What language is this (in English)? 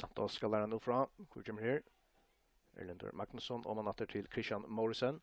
Faroese